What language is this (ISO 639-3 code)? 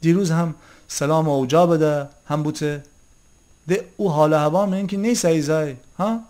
glk